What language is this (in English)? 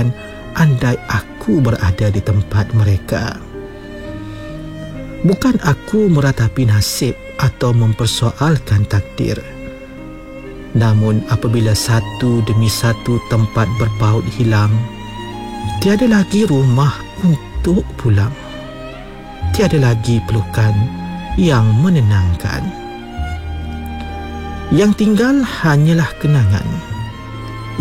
Malay